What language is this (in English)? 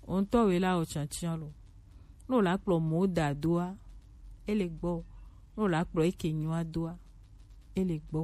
Gen